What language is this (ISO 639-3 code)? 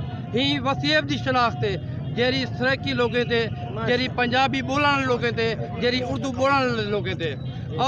skr